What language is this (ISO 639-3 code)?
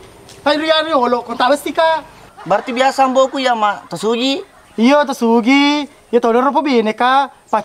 bug